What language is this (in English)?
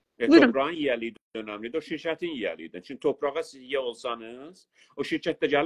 South Azerbaijani